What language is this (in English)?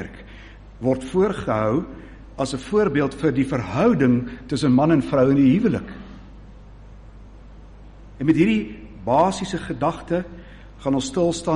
Afrikaans